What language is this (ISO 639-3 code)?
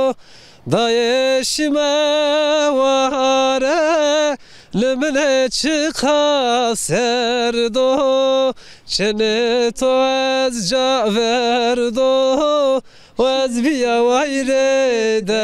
zza